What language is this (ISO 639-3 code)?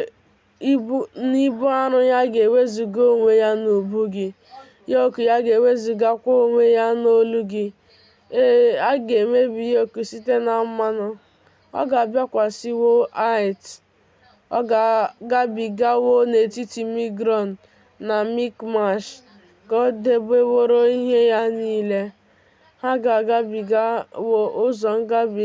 ibo